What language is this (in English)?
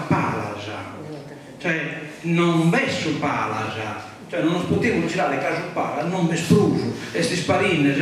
Sardinian